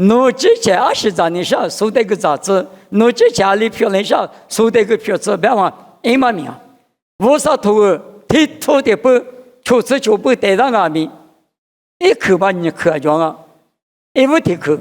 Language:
Lisu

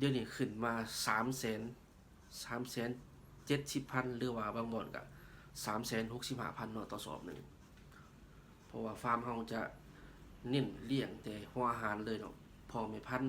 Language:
Lao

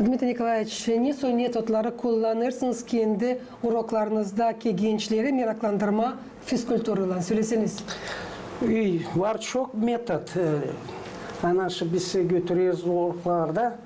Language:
Gagauz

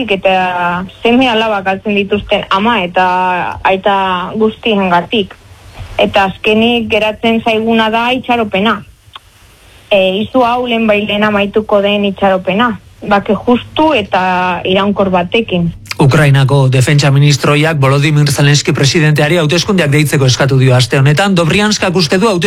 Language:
Basque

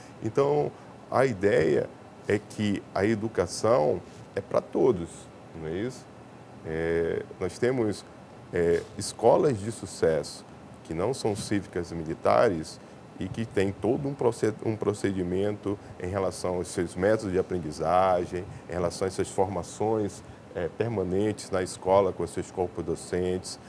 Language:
Portuguese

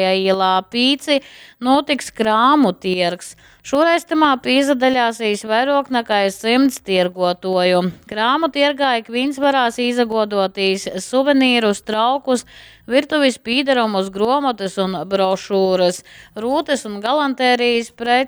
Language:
Latgalian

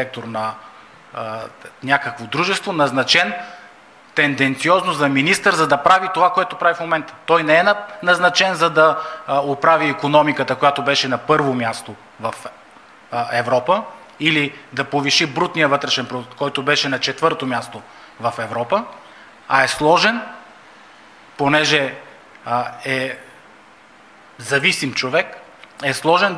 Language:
Bulgarian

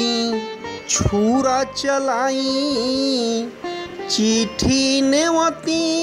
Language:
Bhojpuri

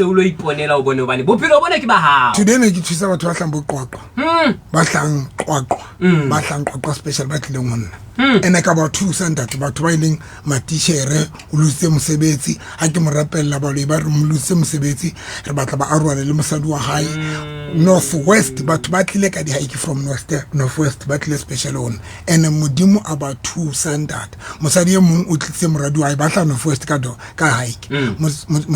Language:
Southern Sotho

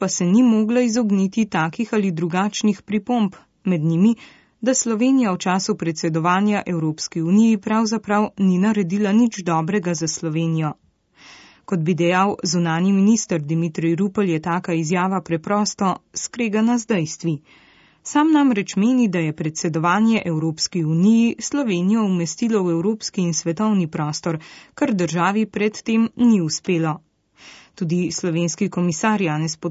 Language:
Slovenian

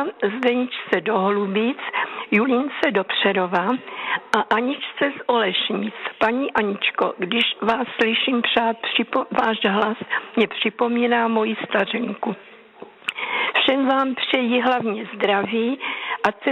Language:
Czech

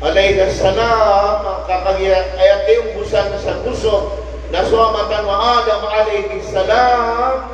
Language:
Maranao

